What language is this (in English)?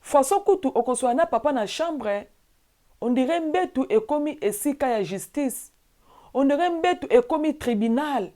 Lingala